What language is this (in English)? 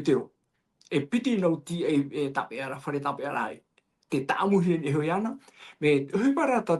Tahitian